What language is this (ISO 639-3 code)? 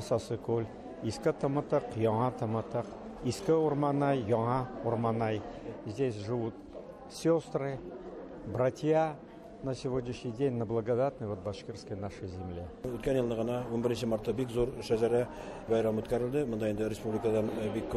bak